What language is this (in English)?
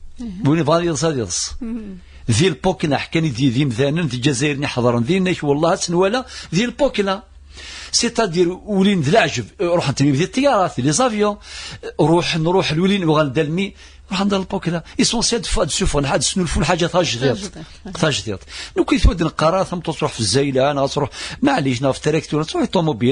Kabyle